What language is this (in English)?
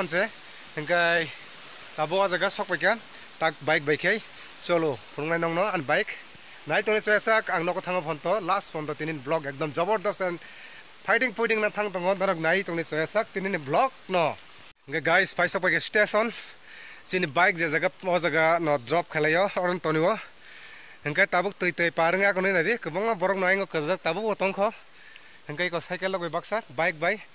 Kok Borok